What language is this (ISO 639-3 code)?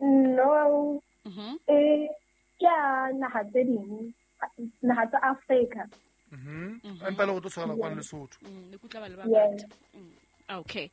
sot